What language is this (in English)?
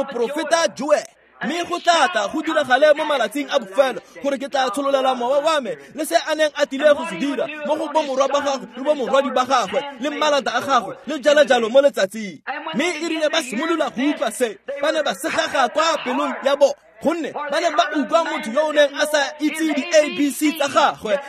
Tswana